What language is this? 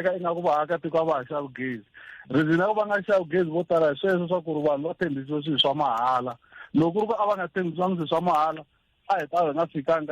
Tsonga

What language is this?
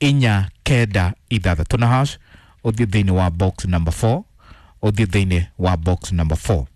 Kikuyu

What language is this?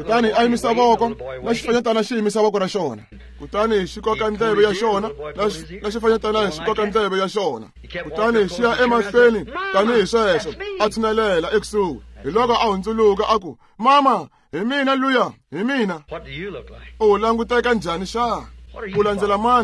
Tsonga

